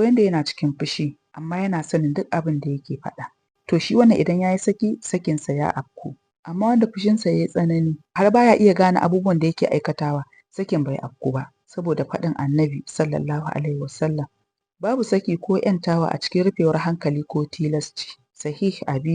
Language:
Hausa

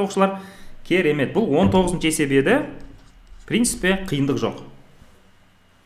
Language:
Kazakh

